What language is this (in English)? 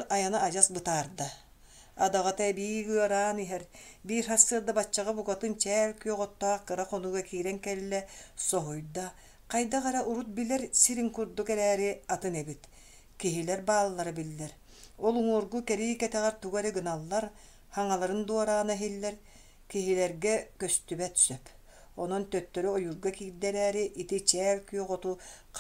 Yakut